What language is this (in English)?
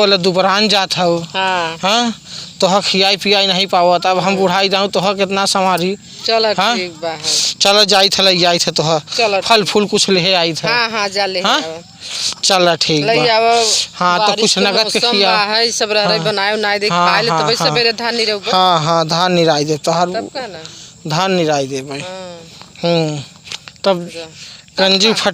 Awadhi